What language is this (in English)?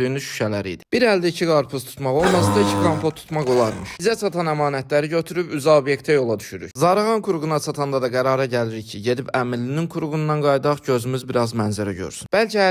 Azerbaijani